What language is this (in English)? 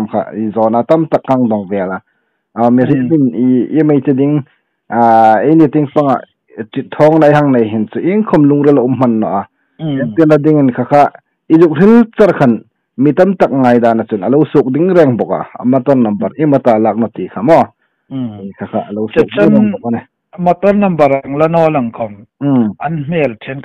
Hmar